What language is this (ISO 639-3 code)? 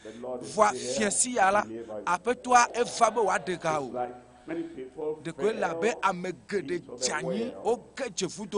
ewe